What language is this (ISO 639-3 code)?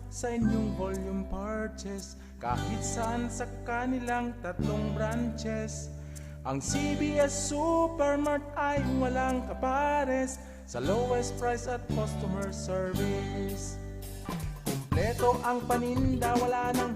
bik